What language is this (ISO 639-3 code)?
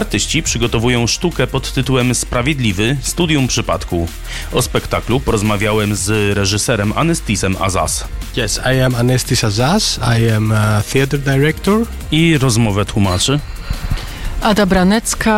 pol